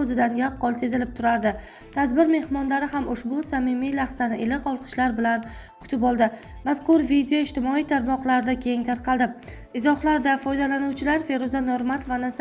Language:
Uzbek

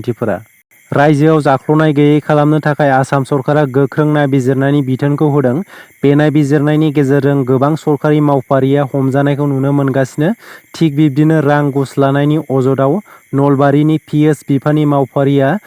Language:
Bodo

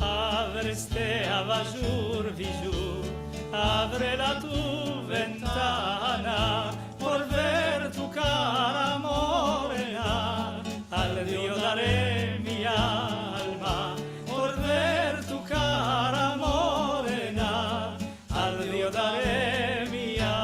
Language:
Ladino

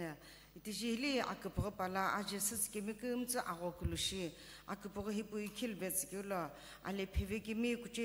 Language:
Sumi Naga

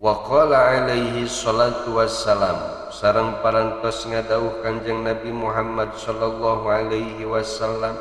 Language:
Sundanese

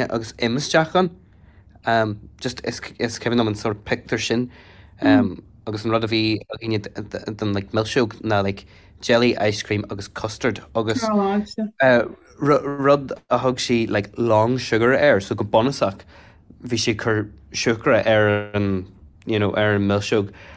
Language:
Irish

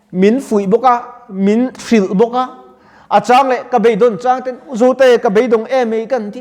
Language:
Mizo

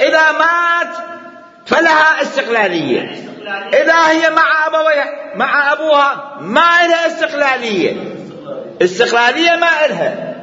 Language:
Mesopotamian Arabic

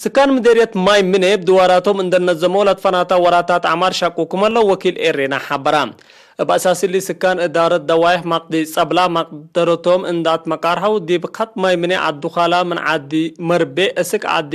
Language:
Tigre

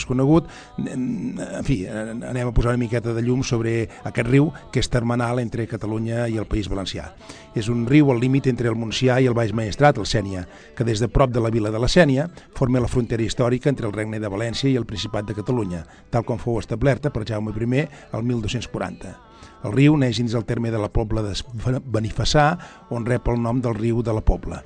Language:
Catalan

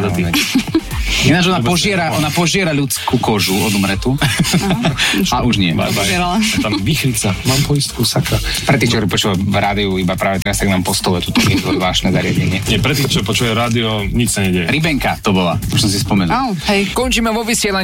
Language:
Slovak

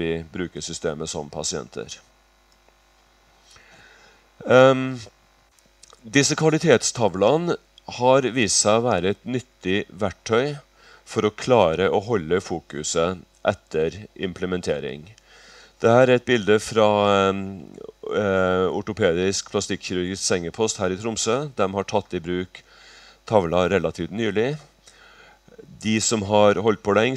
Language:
Norwegian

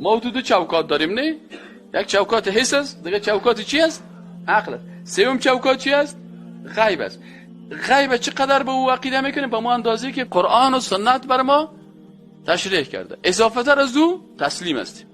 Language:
Persian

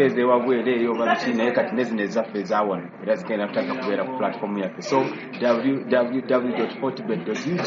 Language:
Ganda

